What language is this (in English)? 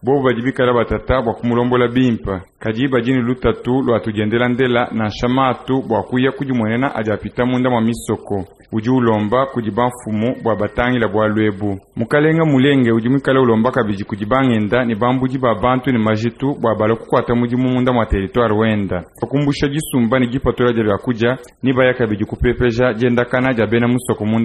Luba-Lulua